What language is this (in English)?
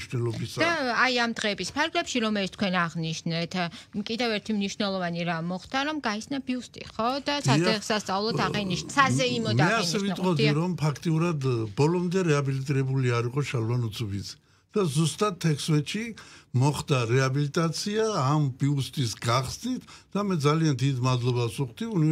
Georgian